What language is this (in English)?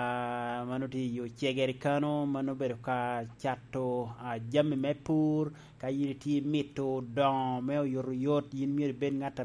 Lango (Uganda)